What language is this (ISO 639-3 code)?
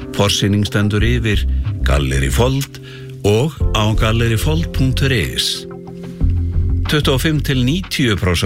isl